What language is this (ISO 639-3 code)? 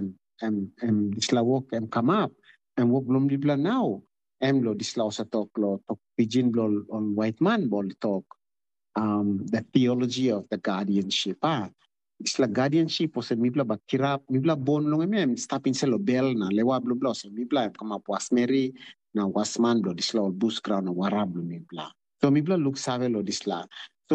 tpi